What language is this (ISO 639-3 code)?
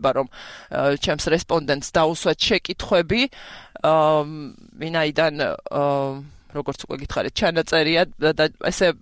kat